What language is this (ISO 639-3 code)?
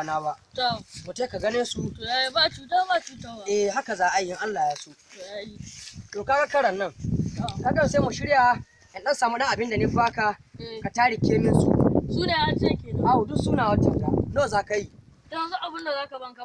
hau